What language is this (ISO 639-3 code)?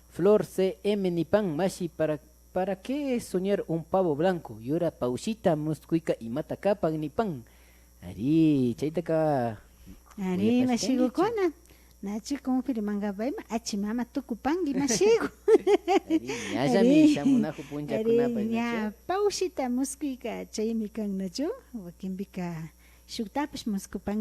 qvi